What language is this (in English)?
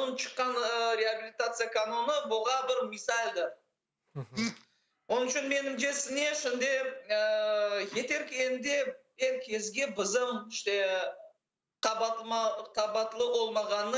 Crimean Tatar